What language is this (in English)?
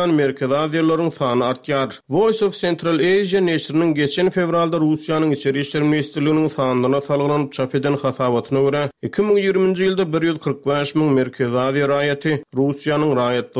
Turkmen